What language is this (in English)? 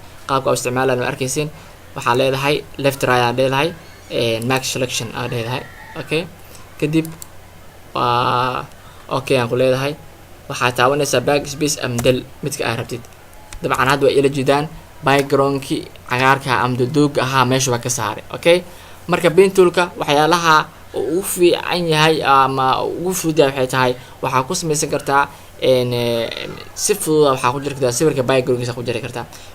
Somali